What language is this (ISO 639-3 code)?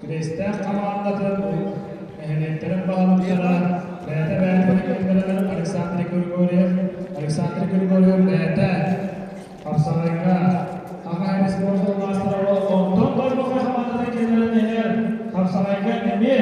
sah